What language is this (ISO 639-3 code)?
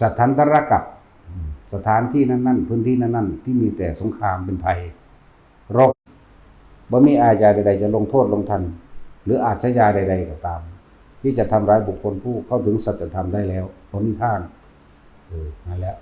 tts